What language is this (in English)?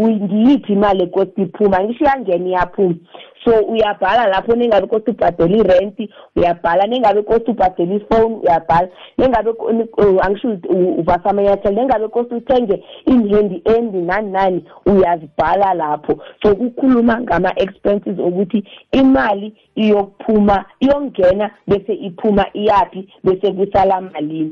South Ndebele